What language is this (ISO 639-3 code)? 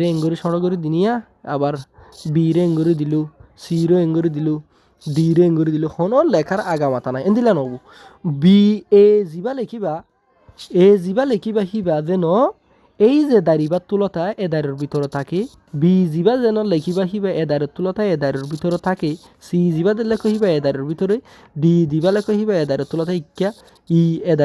rhg